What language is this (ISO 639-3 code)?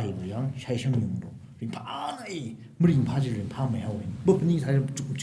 nmf